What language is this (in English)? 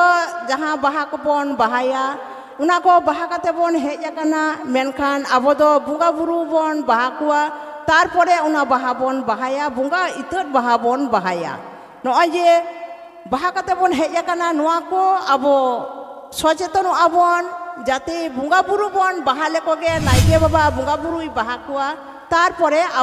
Santali